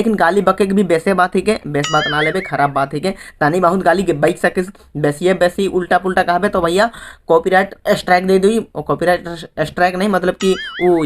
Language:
Sadri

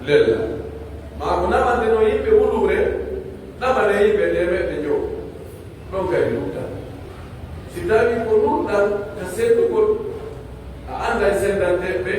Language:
Pular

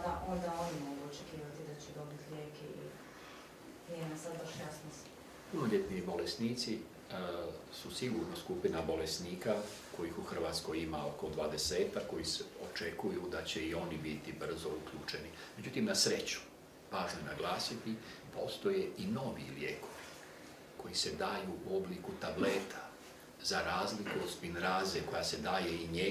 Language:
Croatian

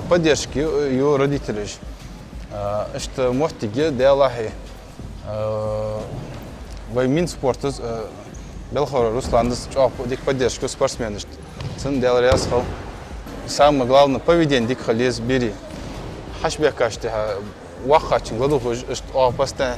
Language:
Ingush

